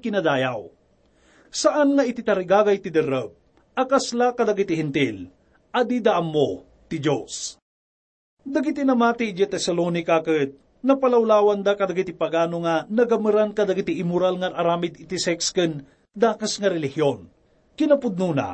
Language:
Iloko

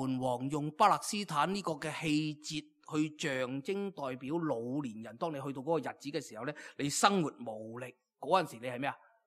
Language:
Cantonese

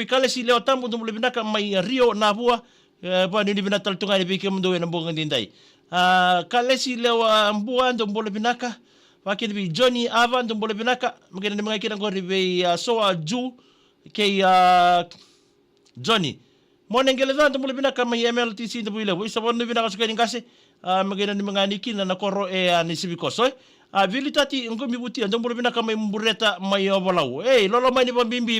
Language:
Fijian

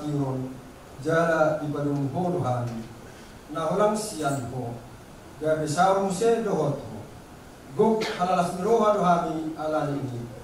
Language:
Batak Toba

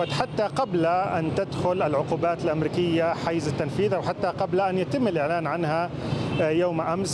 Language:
Arabic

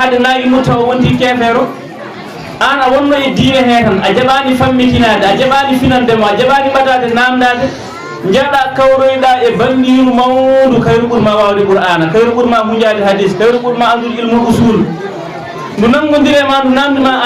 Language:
Fula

